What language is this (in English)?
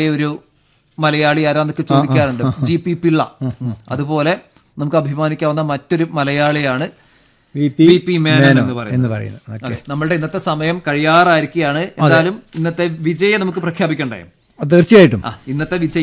Malayalam